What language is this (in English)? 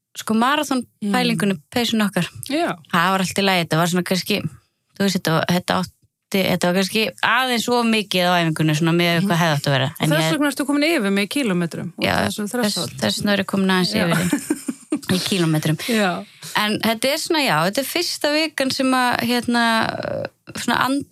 Icelandic